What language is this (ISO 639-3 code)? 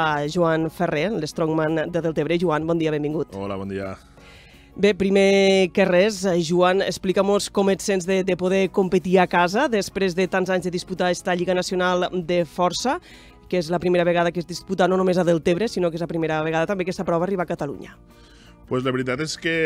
cat